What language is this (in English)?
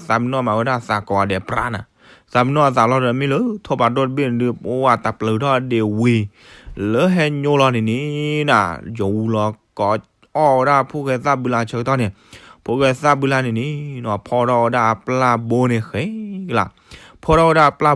S'gaw Karen